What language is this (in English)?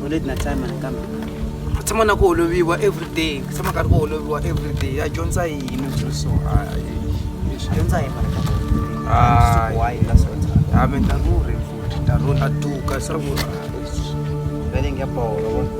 Tsonga